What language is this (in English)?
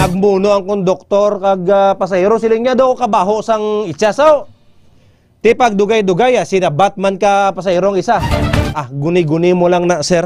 Hiligaynon